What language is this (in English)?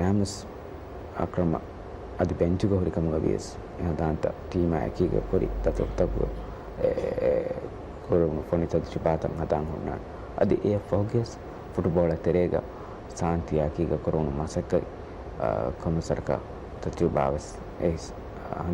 Divehi